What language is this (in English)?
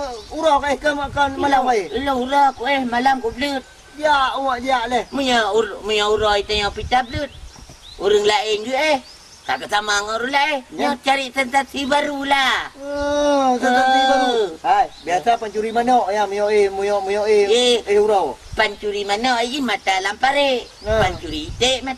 Achinese